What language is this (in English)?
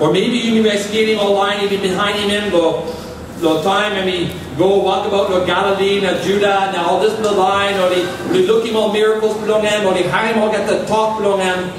Tok Pisin